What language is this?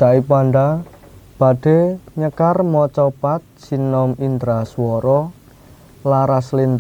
Javanese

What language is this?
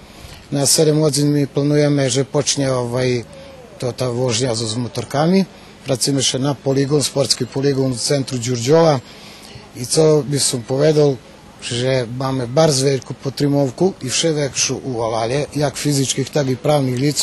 Rusyn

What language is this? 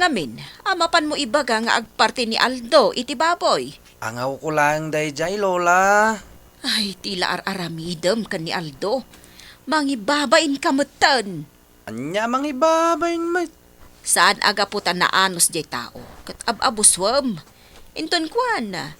Iloko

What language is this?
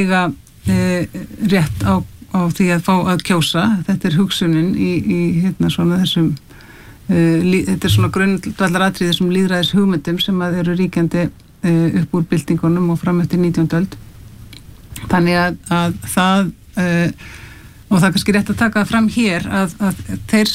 Icelandic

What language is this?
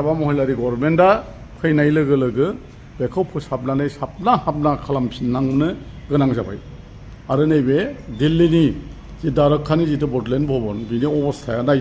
Bodo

